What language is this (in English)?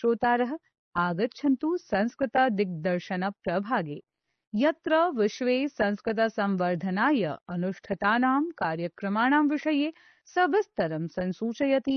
Sanskrit